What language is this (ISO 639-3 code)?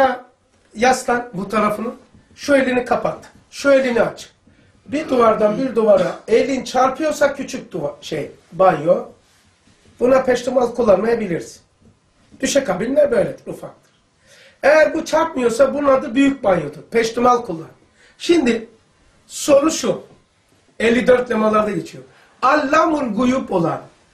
tur